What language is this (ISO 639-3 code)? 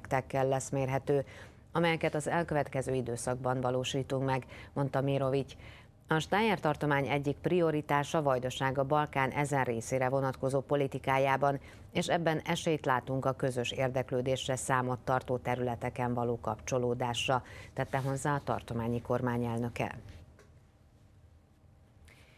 hun